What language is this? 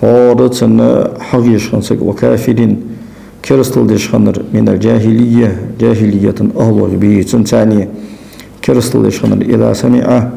Ingush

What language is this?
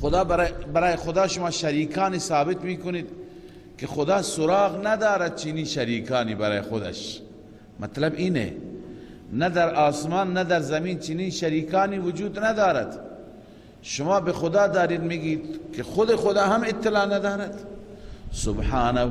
Persian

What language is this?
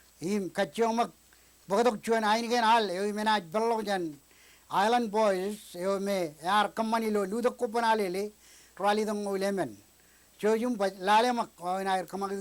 Marshallese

